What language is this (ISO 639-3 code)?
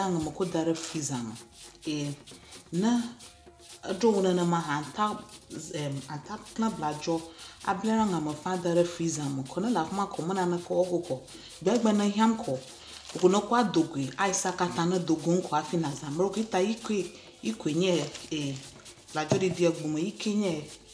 ewe